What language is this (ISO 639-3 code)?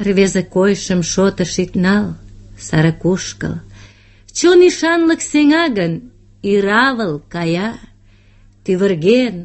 chm